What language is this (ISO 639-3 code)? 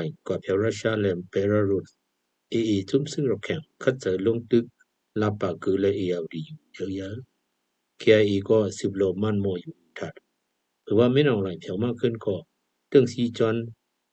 shn